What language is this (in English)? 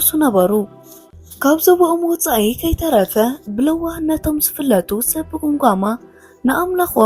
Tigrinya